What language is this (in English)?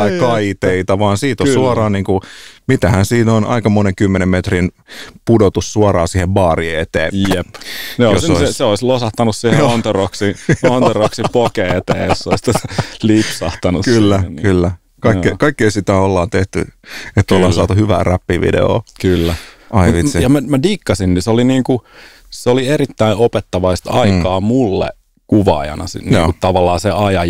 Finnish